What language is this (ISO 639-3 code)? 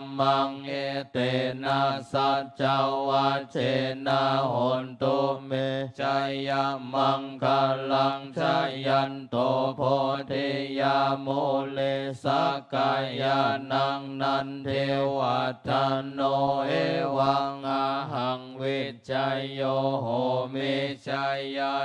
pli